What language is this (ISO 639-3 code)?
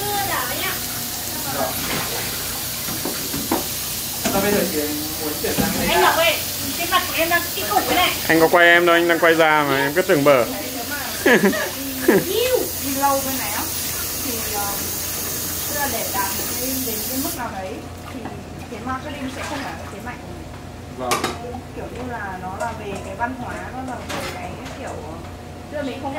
vie